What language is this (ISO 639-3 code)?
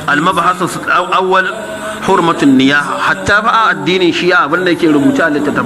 hau